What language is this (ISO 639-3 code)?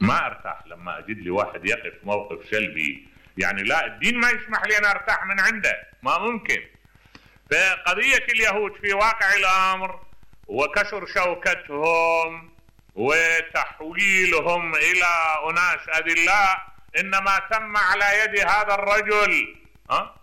acm